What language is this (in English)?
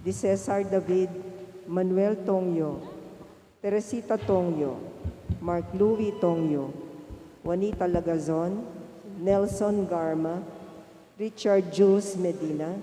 Pampanga